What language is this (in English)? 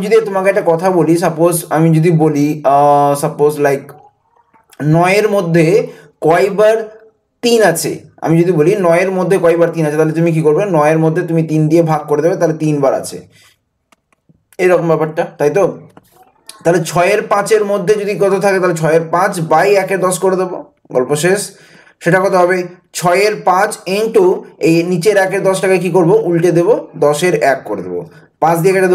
Bangla